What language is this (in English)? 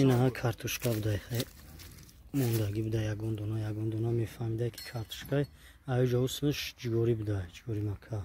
Tajik